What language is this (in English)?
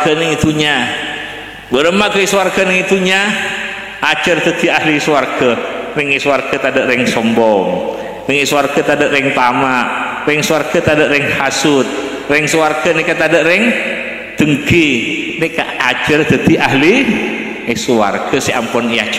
Madurese